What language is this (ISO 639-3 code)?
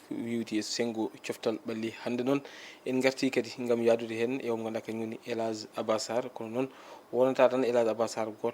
ful